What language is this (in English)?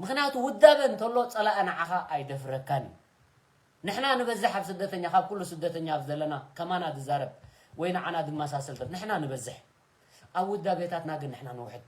Tigrinya